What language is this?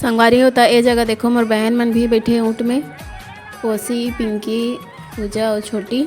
Chhattisgarhi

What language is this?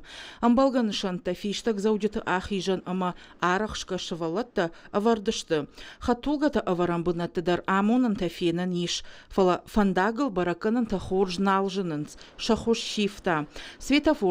Ossetic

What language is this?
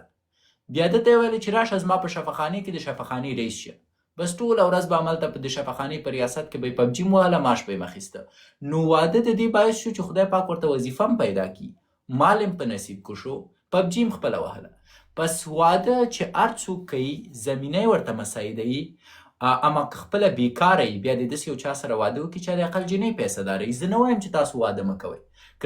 Pashto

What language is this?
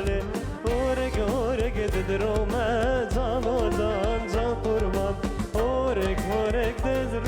Kurdish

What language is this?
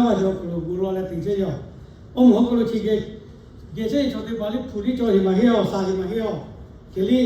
Lahu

